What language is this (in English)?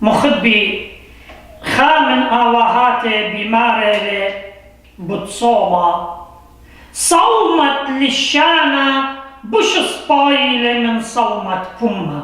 Assyrian Neo-Aramaic